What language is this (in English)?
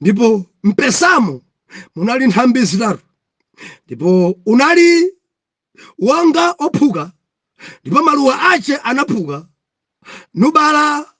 Nyanja